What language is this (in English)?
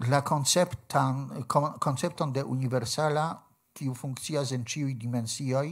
Esperanto